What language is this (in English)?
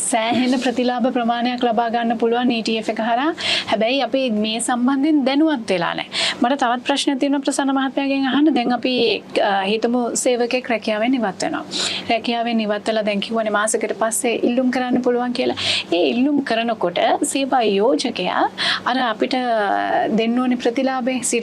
Sinhala